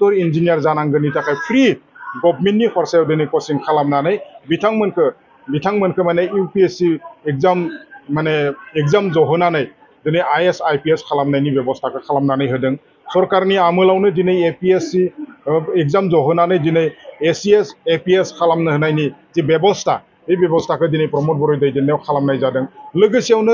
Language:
Bodo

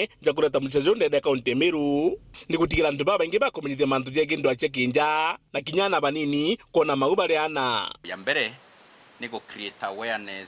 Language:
Meru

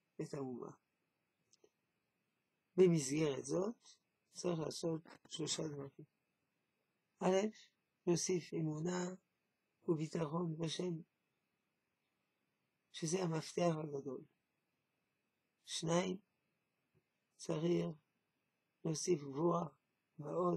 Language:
Hebrew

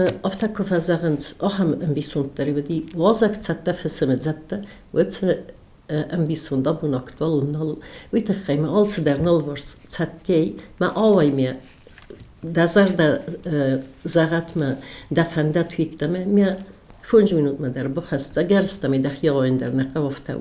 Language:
Ossetic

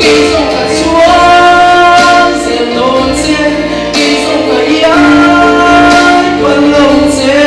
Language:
Falam Chin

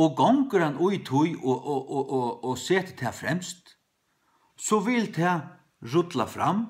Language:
Faroese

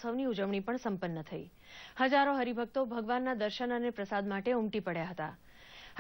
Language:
Gujarati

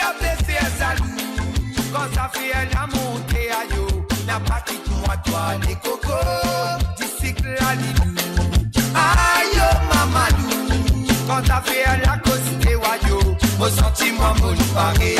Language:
Morisyen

